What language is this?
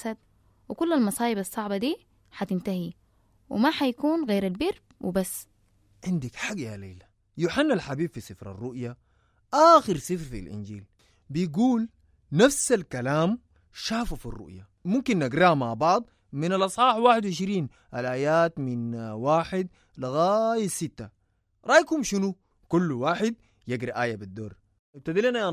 Sudanese Arabic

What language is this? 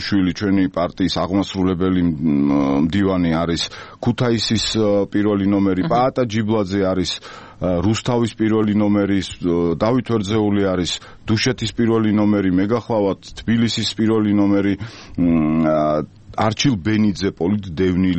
Georgian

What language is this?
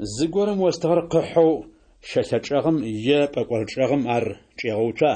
Adyghe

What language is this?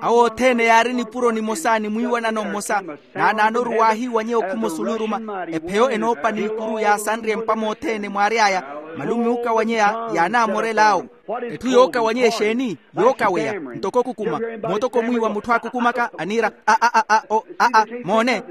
Makhuwa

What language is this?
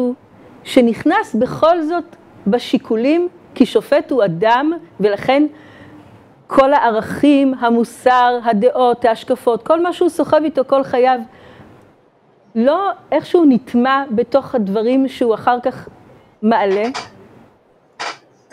Hebrew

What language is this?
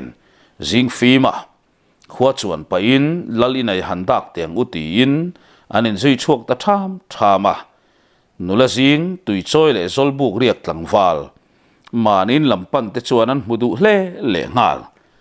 Mizo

